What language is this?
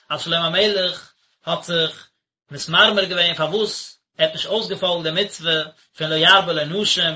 Yiddish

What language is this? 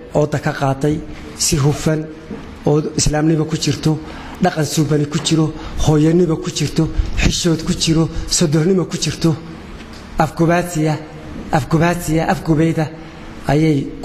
Somali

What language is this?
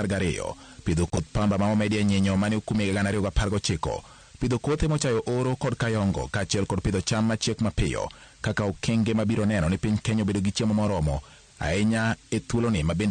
Luo (Kenya and Tanzania)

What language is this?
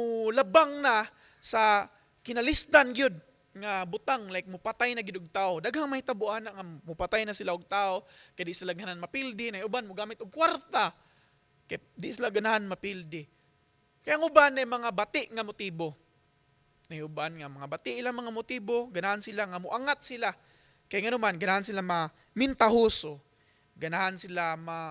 Cebuano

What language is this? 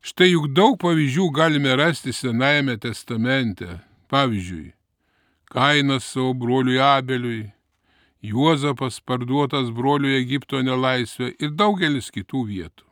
Lithuanian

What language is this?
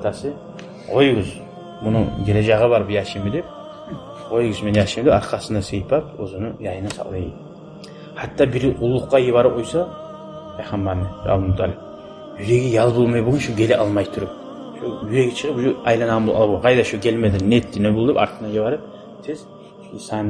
Kumyk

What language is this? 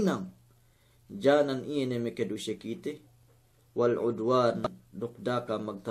Yakan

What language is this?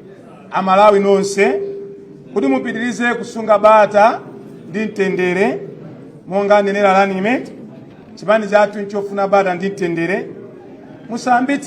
Nyanja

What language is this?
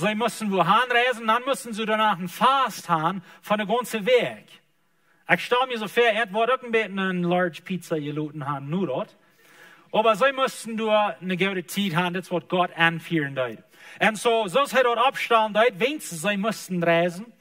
Plautdietsch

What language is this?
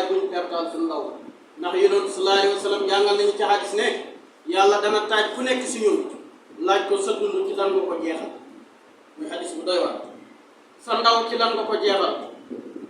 Wolof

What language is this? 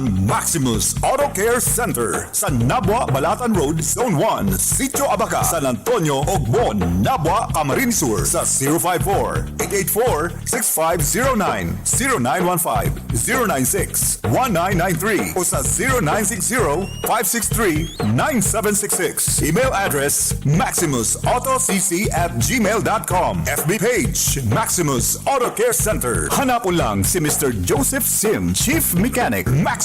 Bikol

